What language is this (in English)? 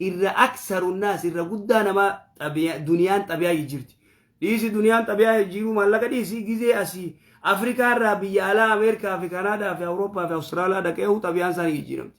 Oromo